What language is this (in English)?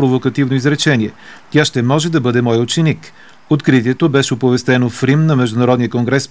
Bulgarian